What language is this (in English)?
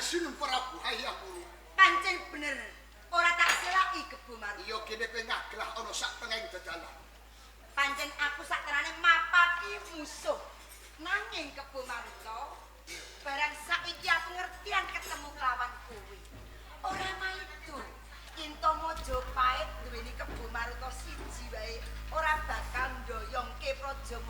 Javanese